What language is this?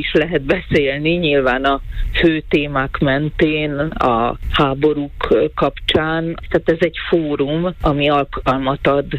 Hungarian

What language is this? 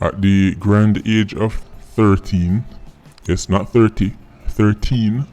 Jamaican Creole English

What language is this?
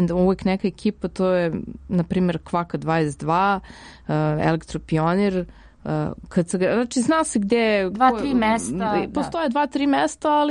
Serbian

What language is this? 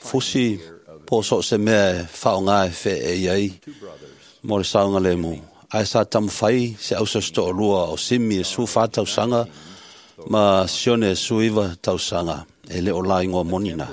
Samoan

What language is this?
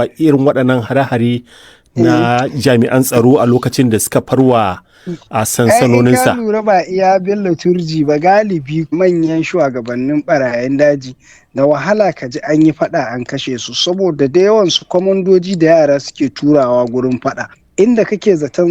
Hausa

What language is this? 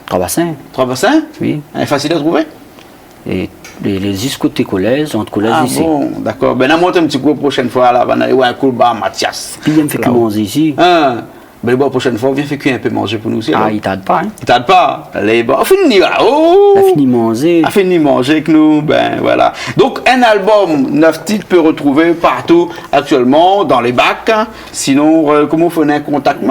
Réunion Creole French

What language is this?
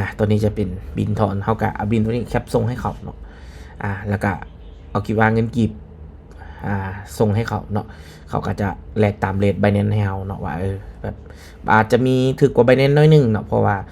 Lao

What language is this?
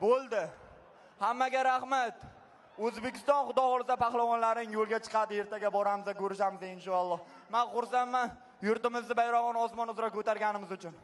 Uzbek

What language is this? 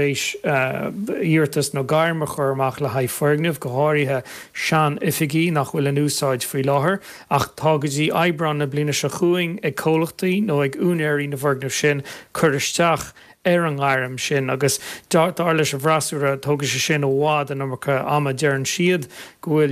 Irish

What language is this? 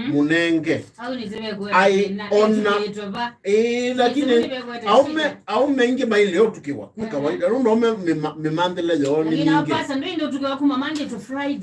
Kamba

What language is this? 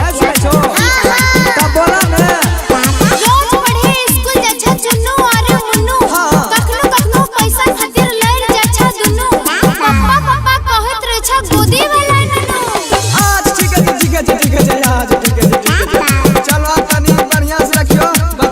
Maithili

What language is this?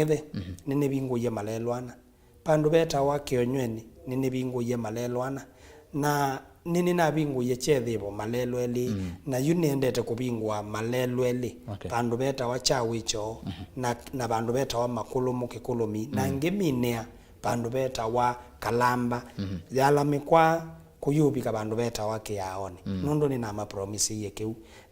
Kamba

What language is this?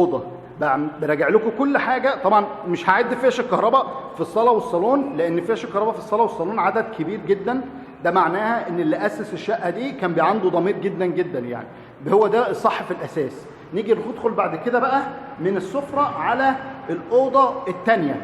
Egyptian Arabic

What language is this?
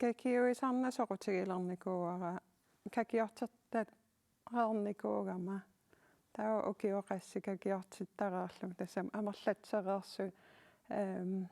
Kalaallisut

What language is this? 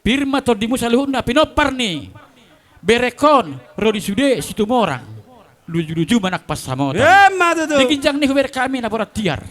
Batak Toba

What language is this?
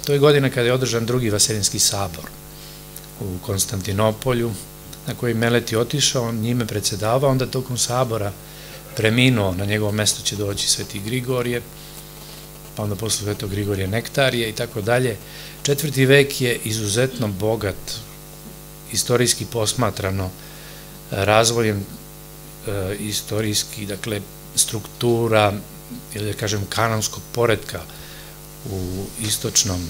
Serbian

